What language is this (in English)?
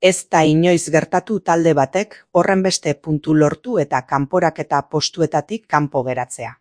Basque